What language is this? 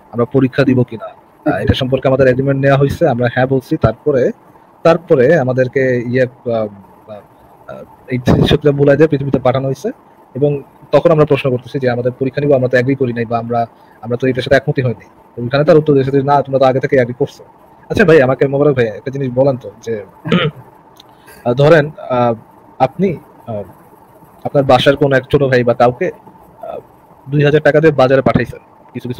Bangla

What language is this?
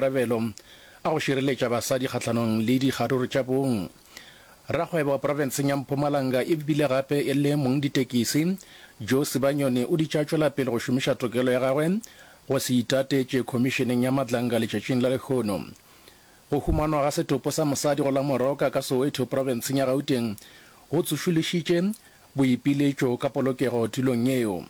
Northern Sotho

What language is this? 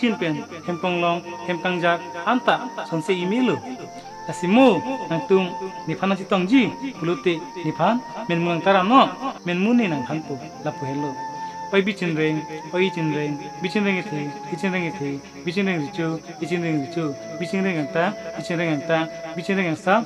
Karbi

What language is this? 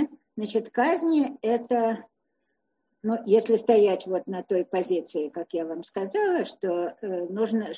Russian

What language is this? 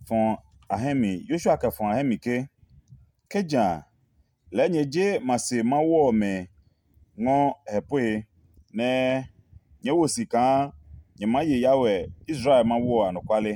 Adangme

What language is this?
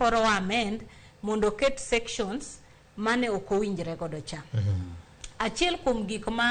Luo (Kenya and Tanzania)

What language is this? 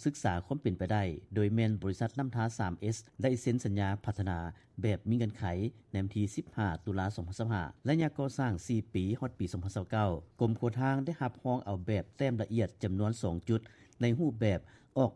Lao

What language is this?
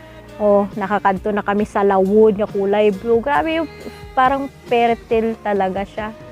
Hiligaynon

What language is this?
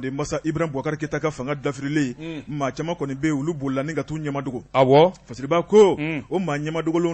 Bambara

